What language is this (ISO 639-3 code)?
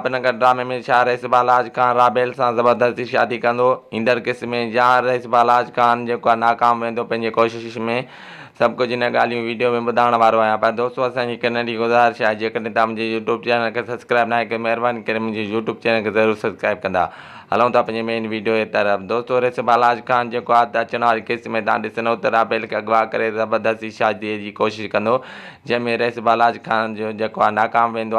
snd